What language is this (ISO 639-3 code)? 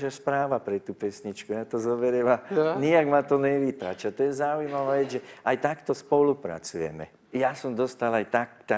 slk